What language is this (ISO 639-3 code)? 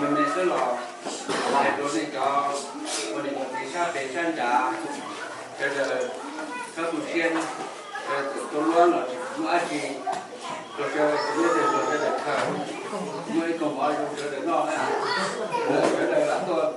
hmn